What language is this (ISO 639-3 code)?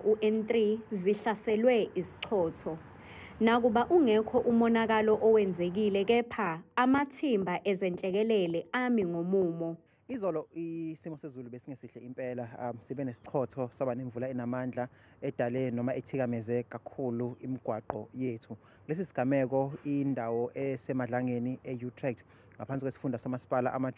zul